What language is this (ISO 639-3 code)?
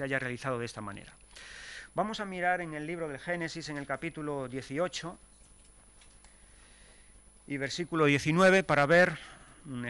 spa